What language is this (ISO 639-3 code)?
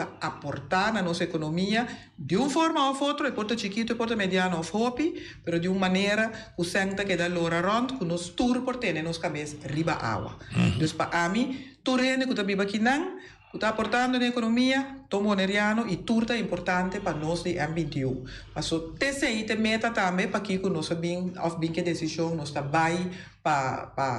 pap